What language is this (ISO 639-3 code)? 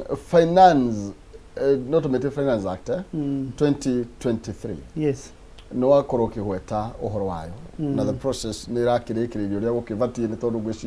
kik